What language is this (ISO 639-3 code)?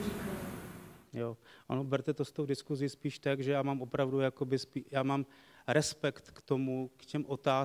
ces